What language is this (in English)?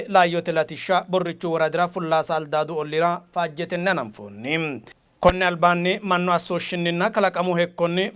Sidamo